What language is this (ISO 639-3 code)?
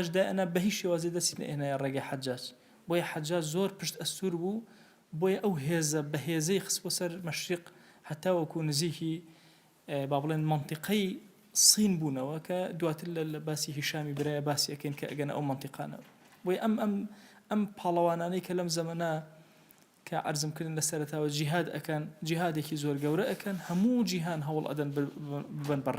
ckb